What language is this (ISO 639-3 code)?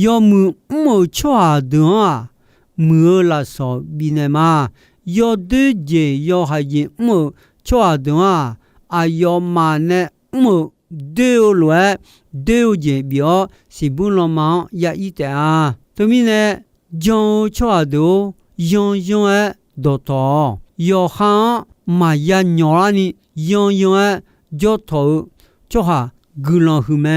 ahk